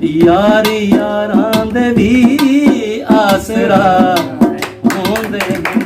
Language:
Saraiki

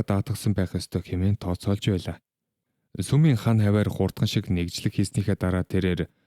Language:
Mongolian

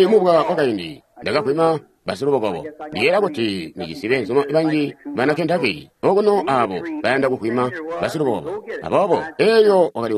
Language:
Tonga (Zambia)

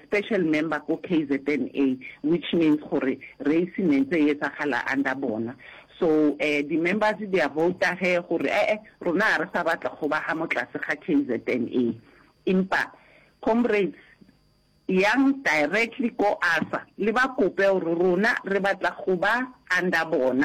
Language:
Northern Sotho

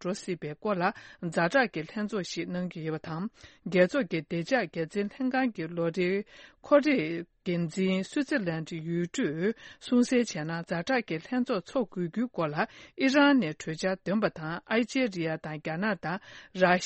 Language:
Tibetan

